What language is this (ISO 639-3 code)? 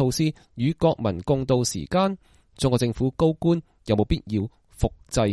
yue